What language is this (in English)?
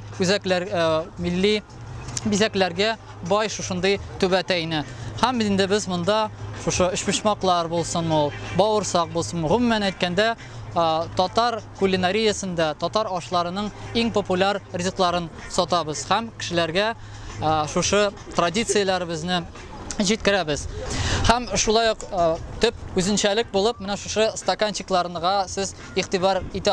Tatar